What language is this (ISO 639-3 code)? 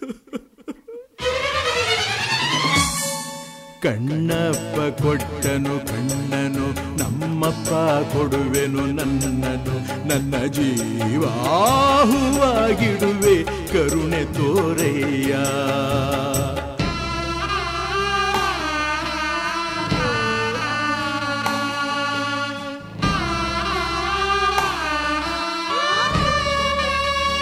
kan